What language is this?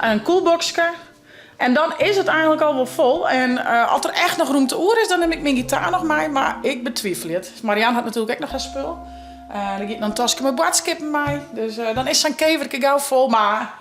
Western Frisian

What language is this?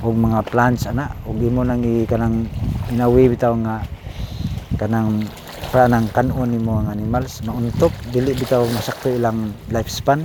Cebuano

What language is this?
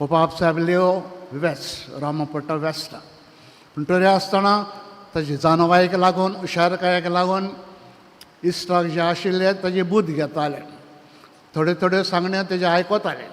Konkani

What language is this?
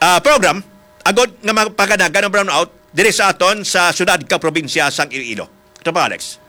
Hiligaynon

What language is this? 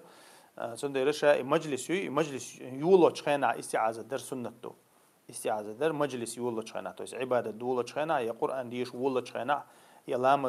Chechen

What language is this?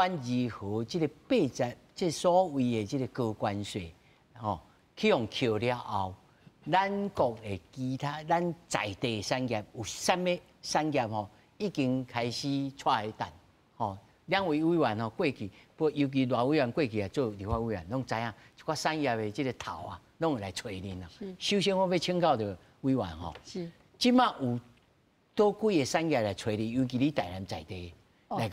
Min Nan Chinese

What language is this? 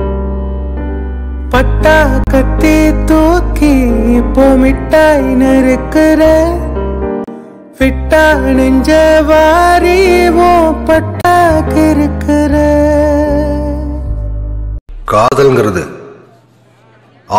Tamil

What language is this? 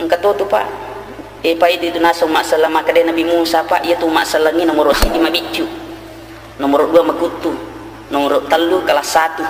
Buginese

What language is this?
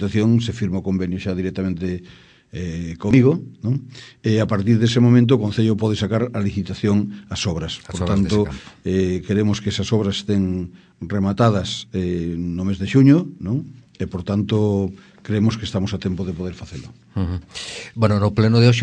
Galician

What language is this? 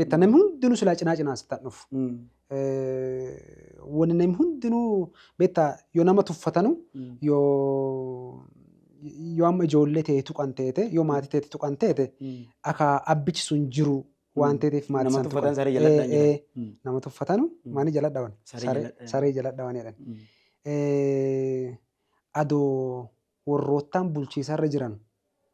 Oromo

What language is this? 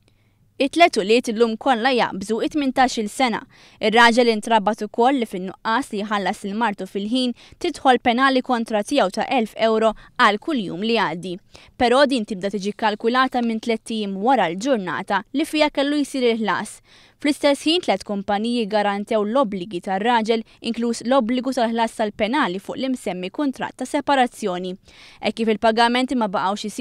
Maltese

